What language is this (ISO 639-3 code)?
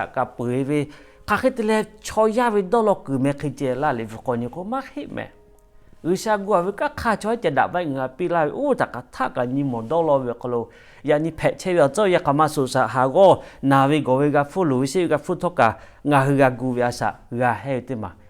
lhu